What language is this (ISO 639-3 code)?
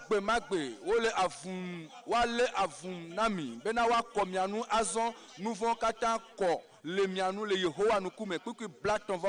ewe